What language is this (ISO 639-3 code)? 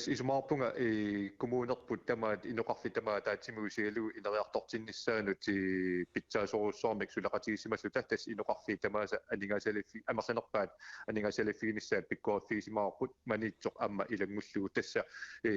kal